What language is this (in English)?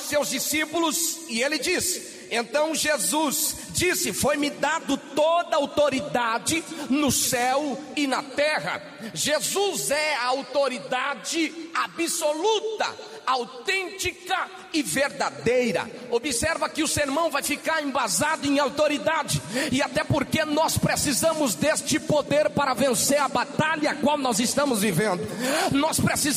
Portuguese